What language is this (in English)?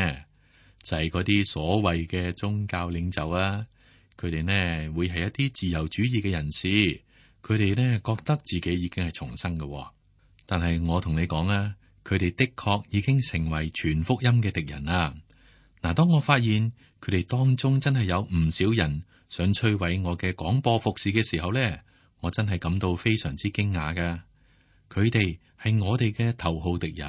Cantonese